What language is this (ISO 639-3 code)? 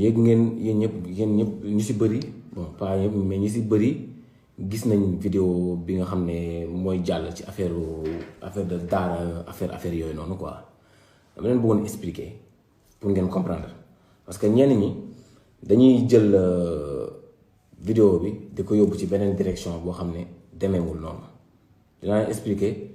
wol